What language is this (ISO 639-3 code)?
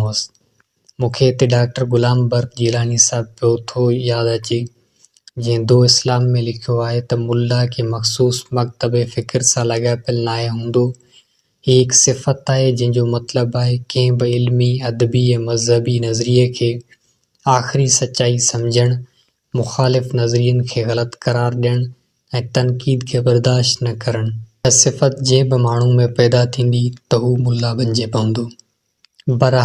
snd